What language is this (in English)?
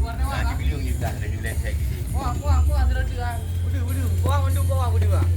Achinese